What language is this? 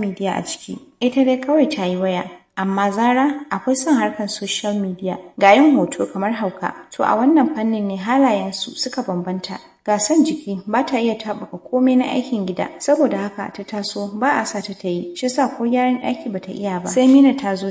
Hausa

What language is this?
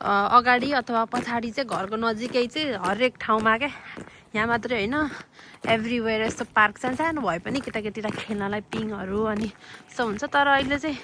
Nepali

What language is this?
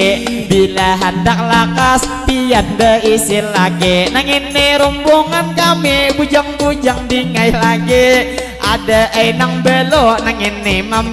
Banjar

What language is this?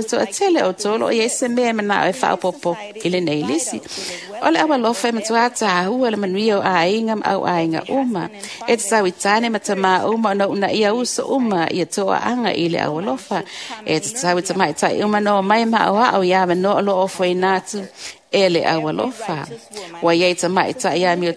Samoan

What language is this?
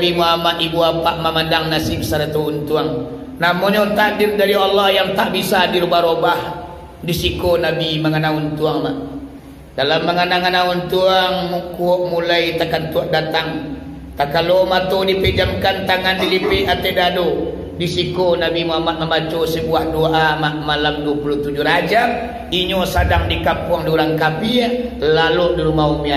Minangkabau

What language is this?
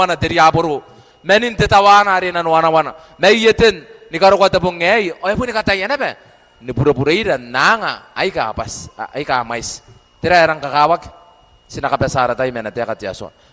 Gilbertese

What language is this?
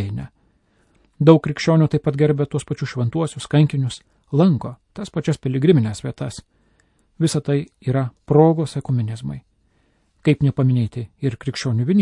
Lithuanian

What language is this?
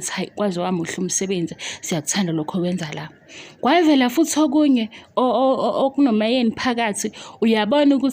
Zulu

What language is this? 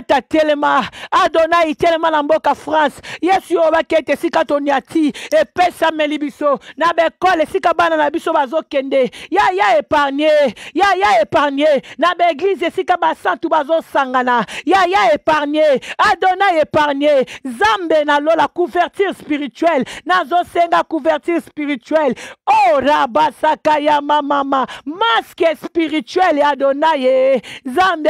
Lingala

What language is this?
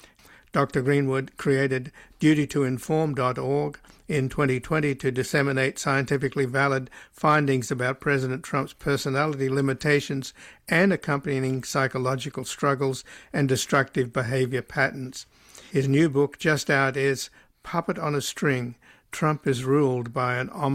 English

